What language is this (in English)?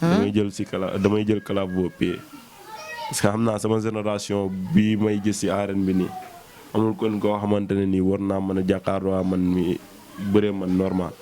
Wolof